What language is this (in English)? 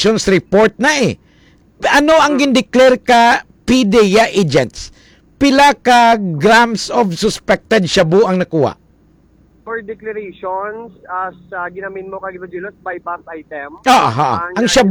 Hiligaynon